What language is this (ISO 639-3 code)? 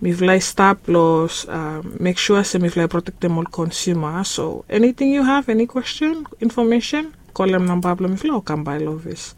bis